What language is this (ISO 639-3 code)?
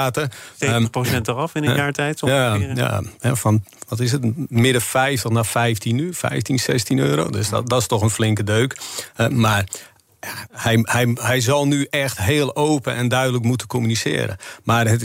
nld